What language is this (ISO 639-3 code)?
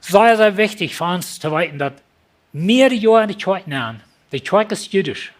pdt